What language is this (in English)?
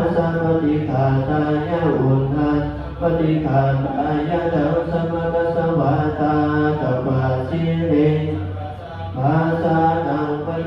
Pali